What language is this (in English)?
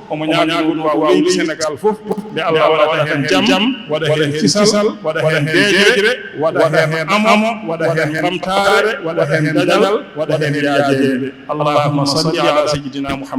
Fula